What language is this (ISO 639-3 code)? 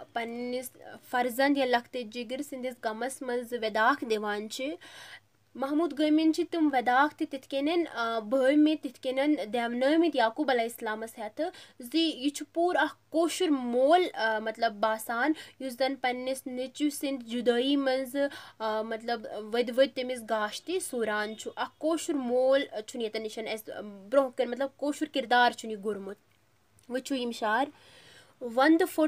kas